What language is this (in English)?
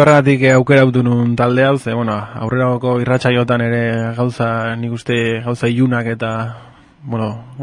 Basque